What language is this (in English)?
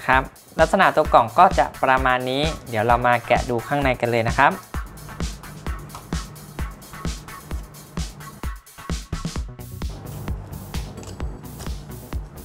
Thai